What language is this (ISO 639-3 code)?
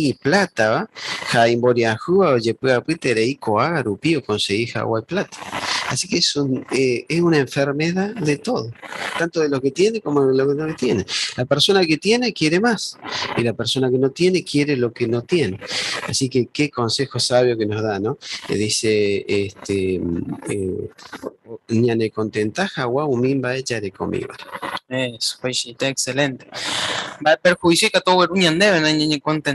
grn